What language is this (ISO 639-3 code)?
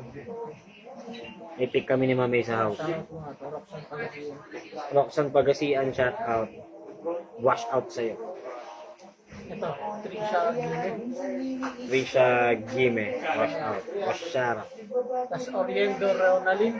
fil